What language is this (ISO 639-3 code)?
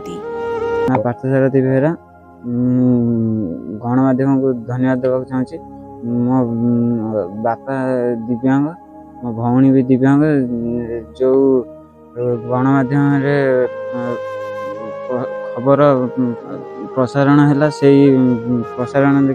ori